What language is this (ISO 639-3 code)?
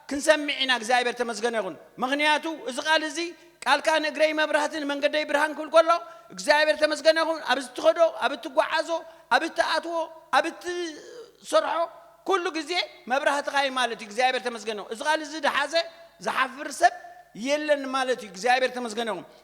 tir